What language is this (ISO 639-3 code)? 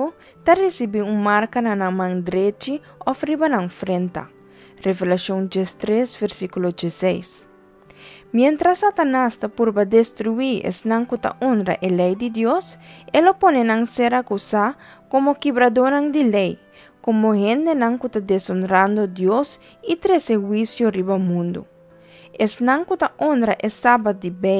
pap